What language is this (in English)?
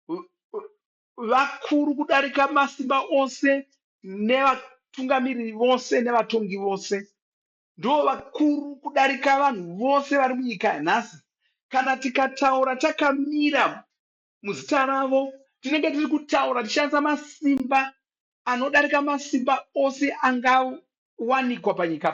Shona